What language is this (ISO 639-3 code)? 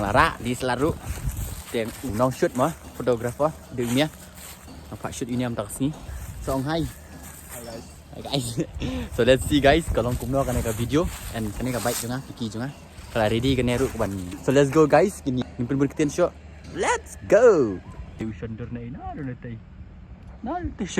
kha